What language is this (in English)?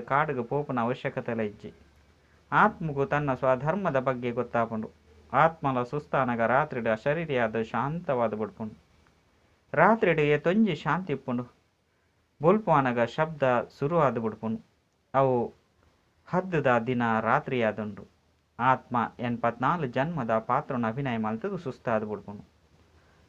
Tulu